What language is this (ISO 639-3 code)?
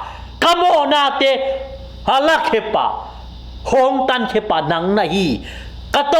ctd